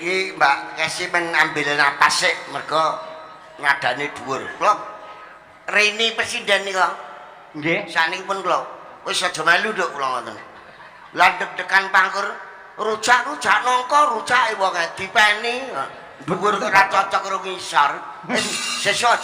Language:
Javanese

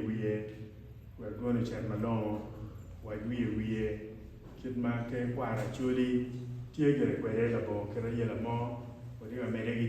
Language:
Acoli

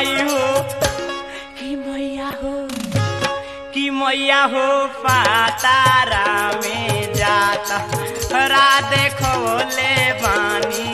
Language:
Bhojpuri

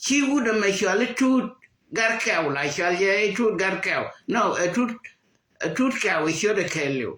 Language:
Nuer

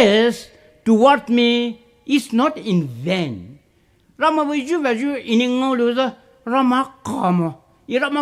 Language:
Poumei Naga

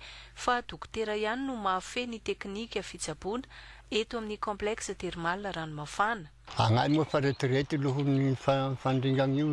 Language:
Malagasy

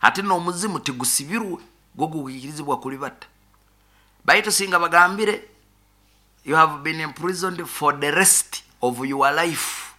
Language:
Nyoro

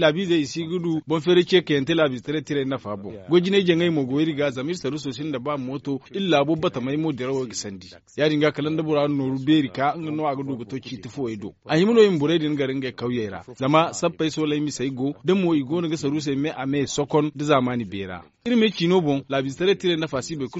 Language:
Zarma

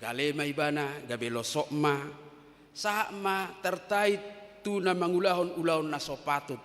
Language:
Batak Toba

